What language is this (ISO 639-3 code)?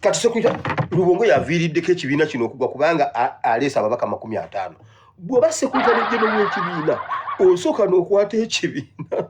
lug